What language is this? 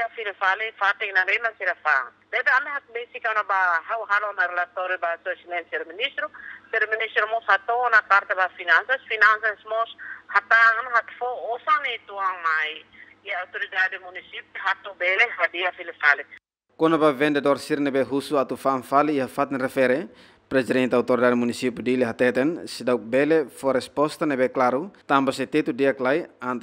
Tetum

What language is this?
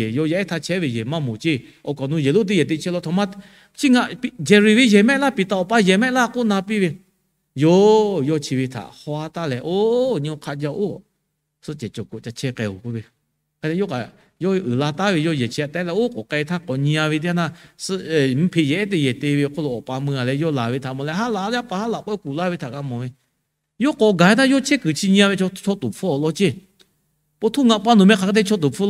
Lahu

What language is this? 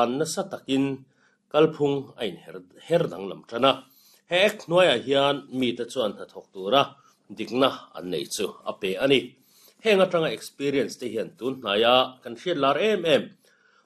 Mizo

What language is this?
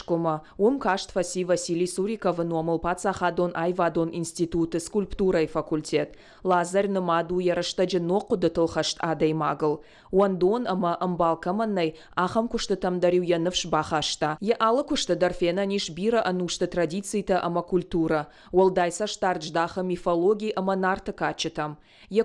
Ossetic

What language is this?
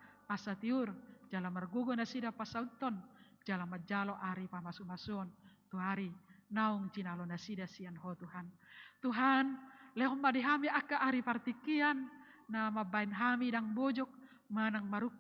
Batak Toba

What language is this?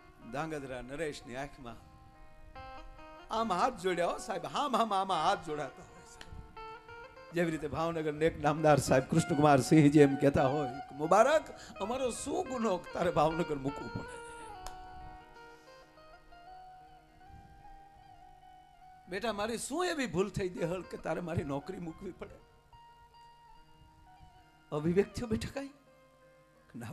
Gujarati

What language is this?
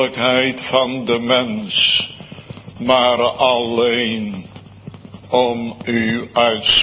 Dutch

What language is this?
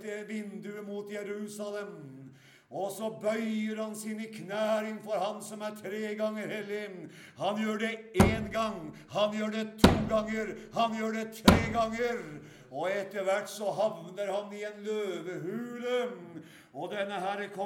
Norwegian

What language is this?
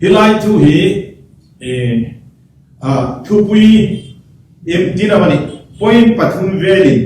Hmar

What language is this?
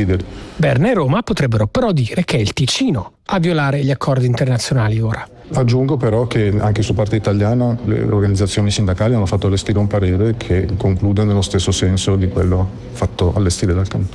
Italian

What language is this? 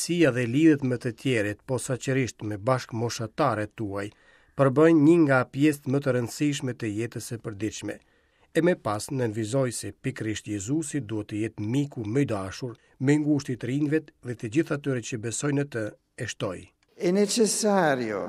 Albanian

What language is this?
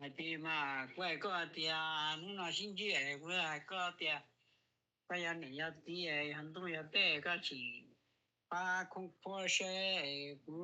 Hmong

